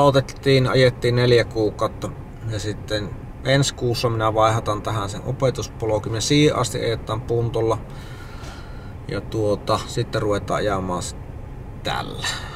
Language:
Finnish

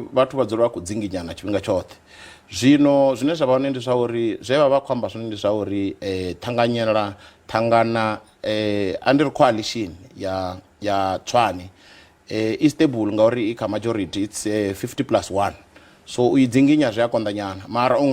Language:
Venda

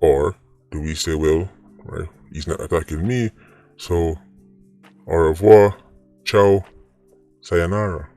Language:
Jamaican Creole English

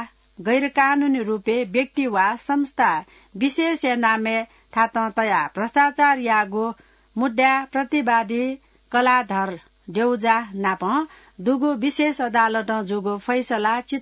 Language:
Newari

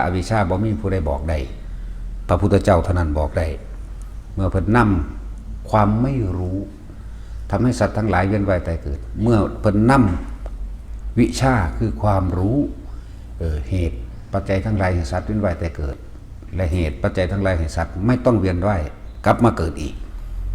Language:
Northeastern Thai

